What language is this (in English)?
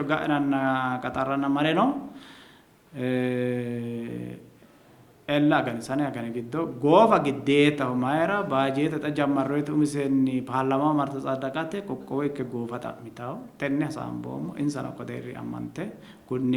Sidamo